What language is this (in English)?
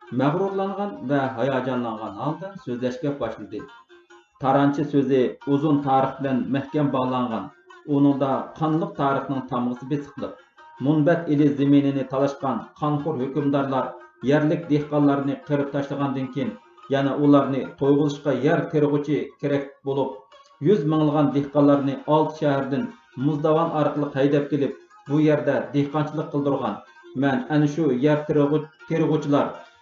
Uyghur